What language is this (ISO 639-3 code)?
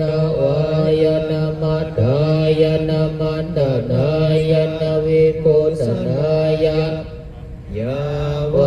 pli